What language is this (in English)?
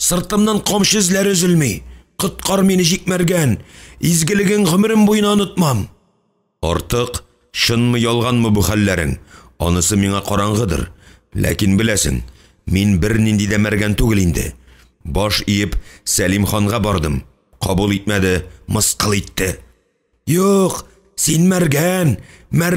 Tatar